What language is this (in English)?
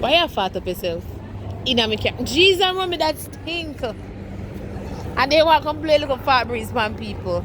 Jamaican Creole English